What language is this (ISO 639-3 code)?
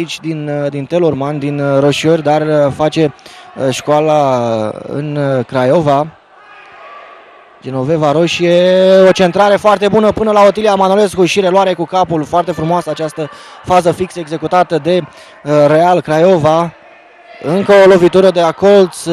ron